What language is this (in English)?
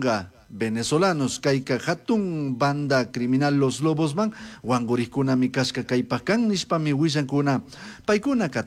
Chimborazo Highland Quichua